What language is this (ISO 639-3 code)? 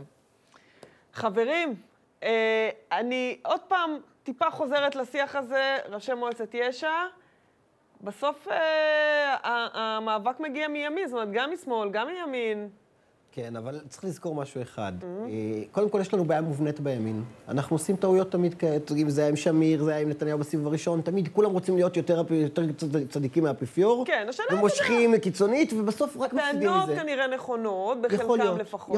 heb